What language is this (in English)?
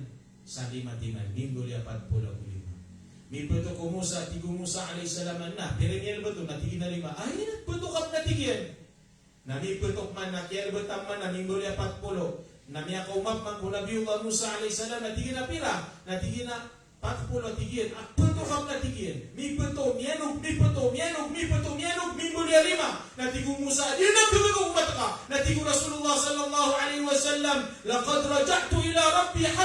Maranao